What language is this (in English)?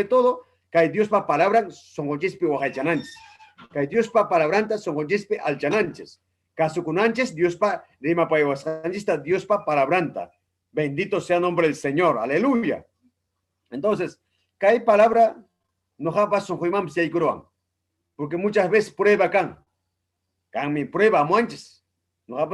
Ayacucho Quechua